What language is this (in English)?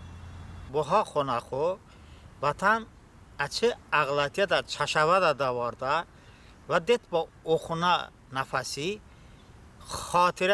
Talysh